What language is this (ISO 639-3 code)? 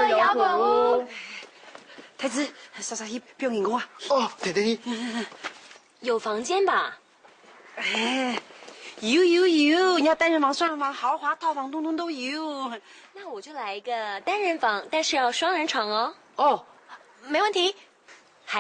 hak